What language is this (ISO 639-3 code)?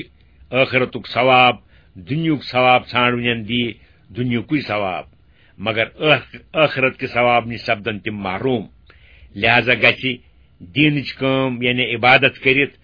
kas